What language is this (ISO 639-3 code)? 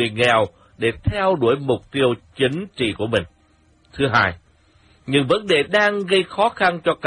vie